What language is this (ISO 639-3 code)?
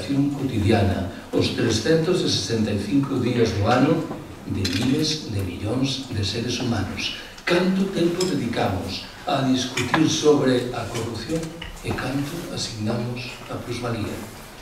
glg